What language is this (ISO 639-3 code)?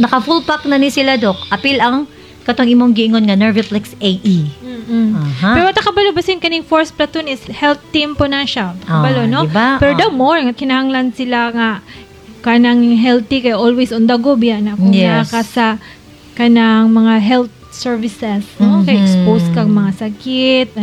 ceb